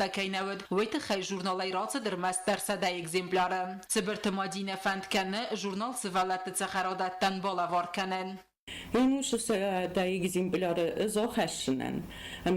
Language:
Ossetic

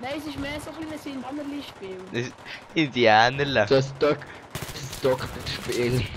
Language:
Swiss German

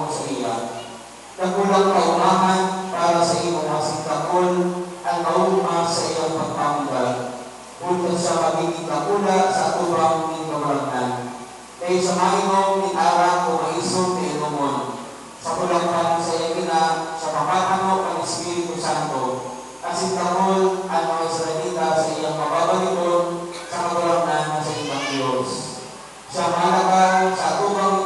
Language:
Bikol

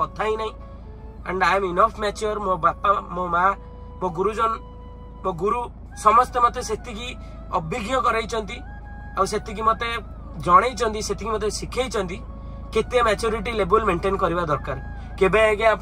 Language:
Odia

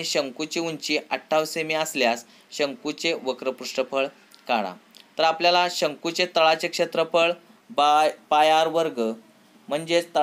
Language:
Marathi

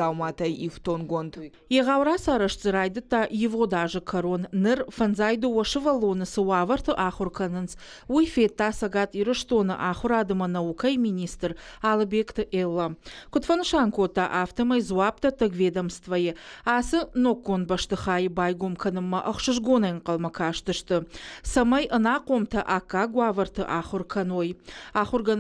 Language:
Ossetic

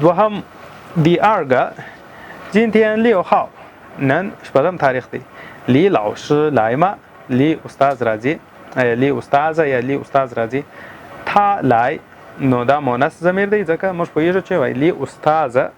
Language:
Pashto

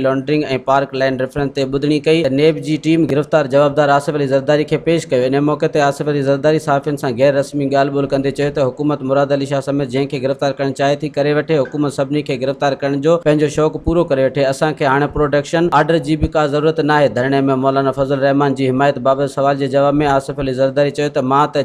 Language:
Sindhi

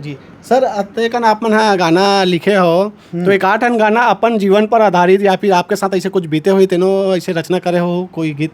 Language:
Chhattisgarhi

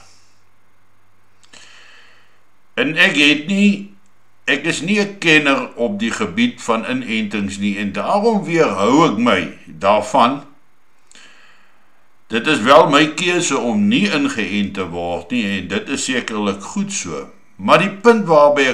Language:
Afrikaans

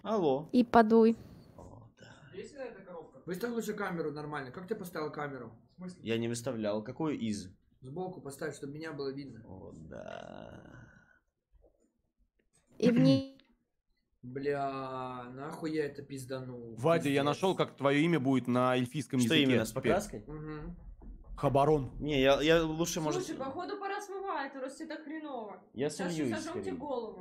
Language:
Russian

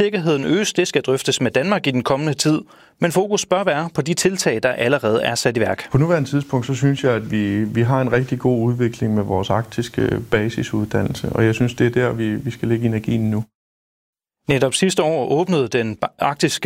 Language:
Danish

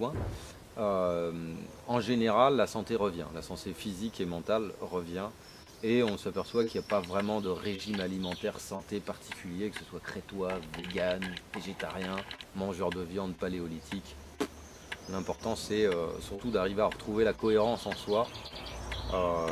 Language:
French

